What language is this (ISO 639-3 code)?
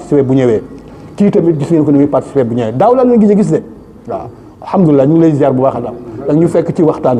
wol